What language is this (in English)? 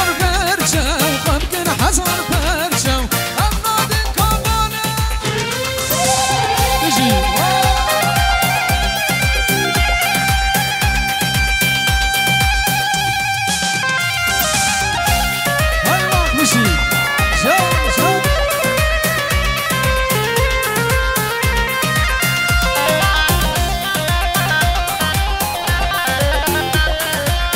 Kurdish